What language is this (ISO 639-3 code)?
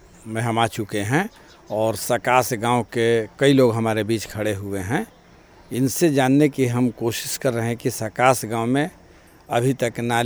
hin